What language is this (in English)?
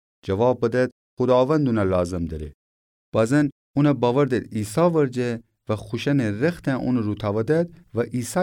Gilaki